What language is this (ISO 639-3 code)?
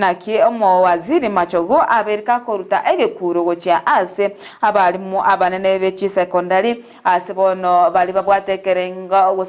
guz